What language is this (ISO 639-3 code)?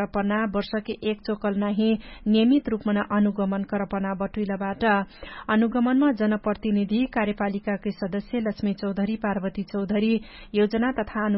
thl